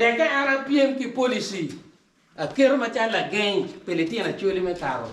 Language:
Acoli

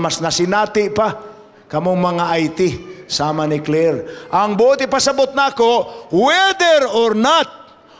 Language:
Cebuano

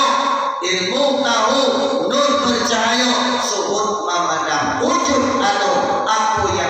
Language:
Minangkabau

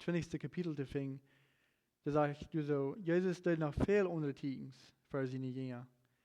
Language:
Plautdietsch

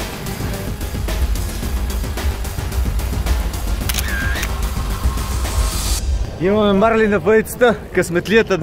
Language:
Bulgarian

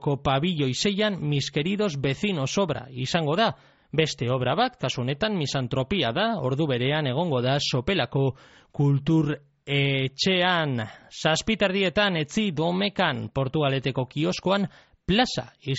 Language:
Basque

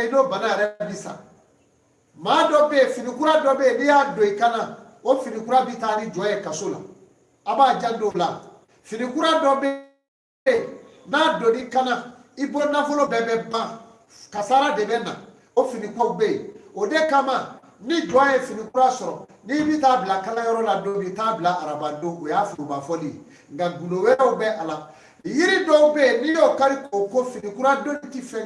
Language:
Bambara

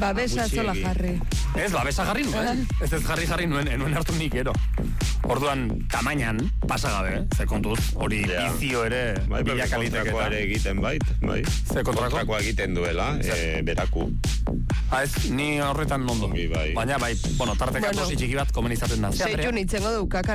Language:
Basque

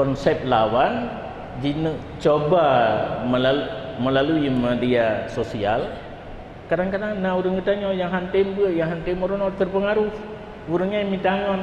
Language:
Achinese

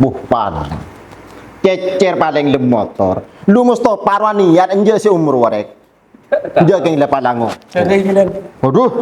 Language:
Madurese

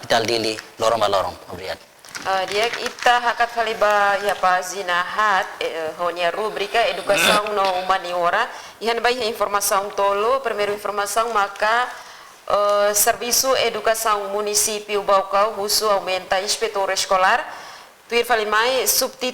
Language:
Tetum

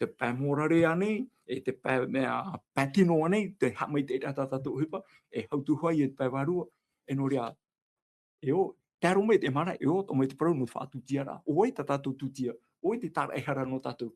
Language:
Tahitian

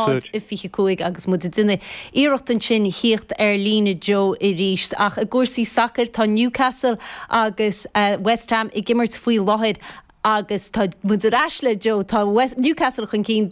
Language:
Irish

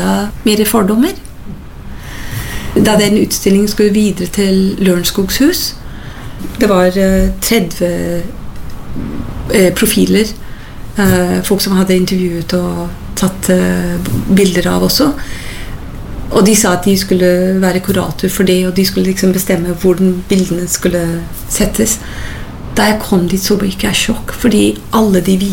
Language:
Norwegian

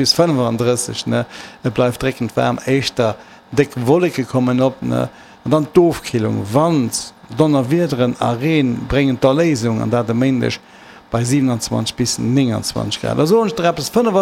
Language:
Luxembourgish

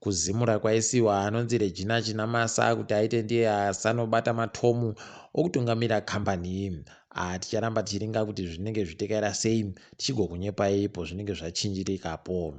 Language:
Ndau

